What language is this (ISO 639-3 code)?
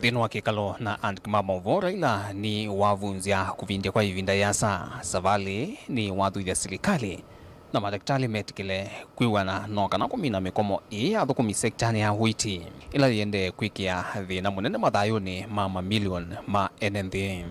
kam